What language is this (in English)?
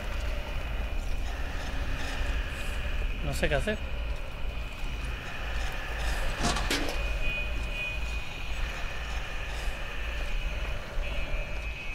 Spanish